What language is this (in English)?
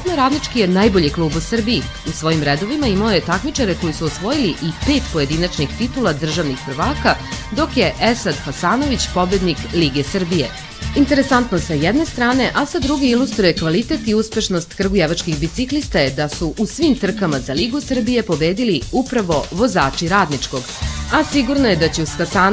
Serbian